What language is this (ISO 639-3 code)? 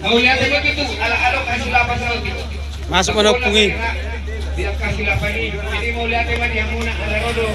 bbc